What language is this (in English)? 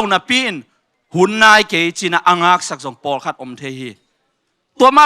Tedim Chin